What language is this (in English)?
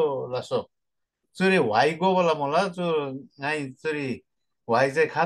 Eastern Tamang